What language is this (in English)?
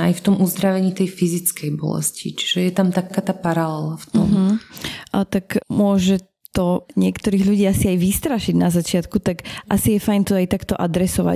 Slovak